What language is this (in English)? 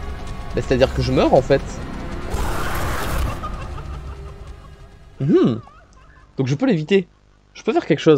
French